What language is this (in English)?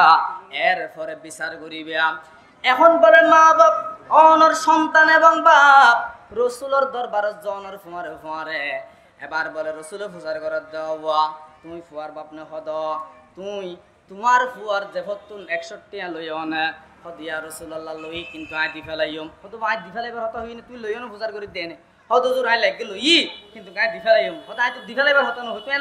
Rohingya